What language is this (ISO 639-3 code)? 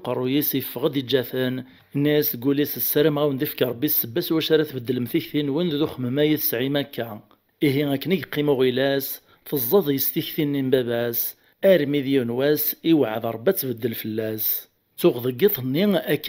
kab